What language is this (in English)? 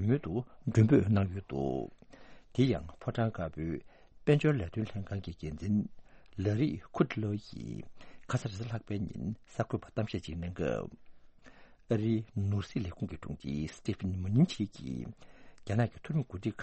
Tibetan